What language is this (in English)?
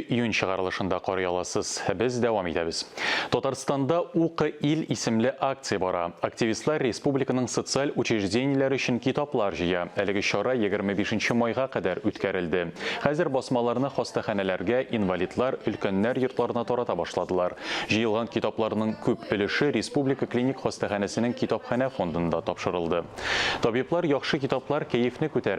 Tatar